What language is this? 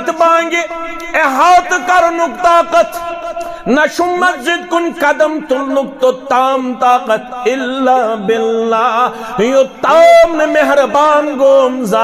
Kashmiri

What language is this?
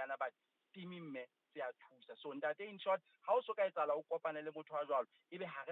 Southern Sotho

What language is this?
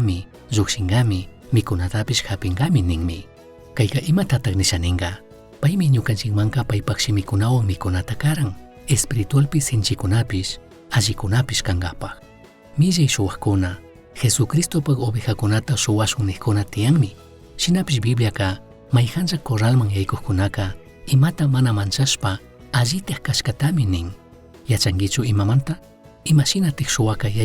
Chimborazo Highland Quichua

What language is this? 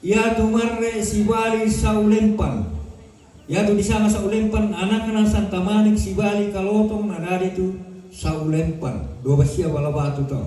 Toraja-Sa'dan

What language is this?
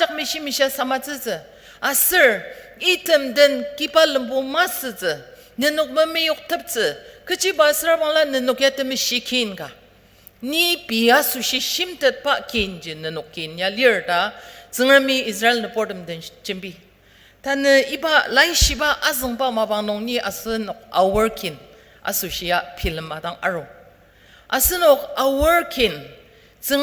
Ao Naga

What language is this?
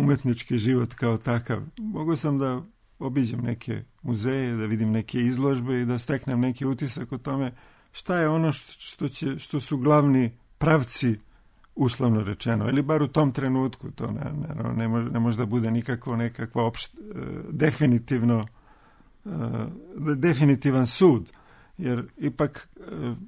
Serbian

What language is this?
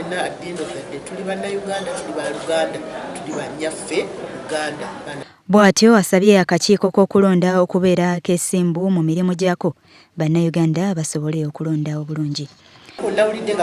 Ganda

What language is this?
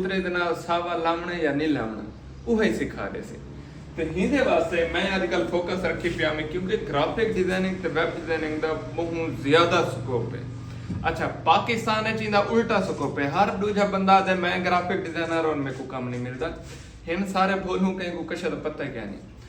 Saraiki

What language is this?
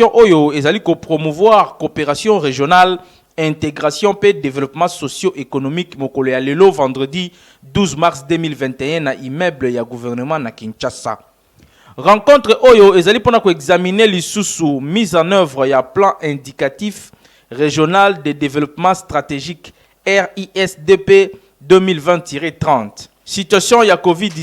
Lingala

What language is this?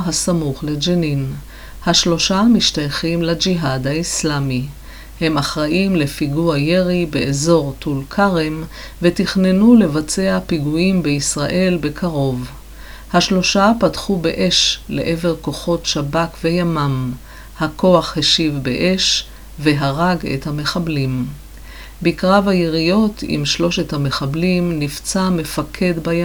Hebrew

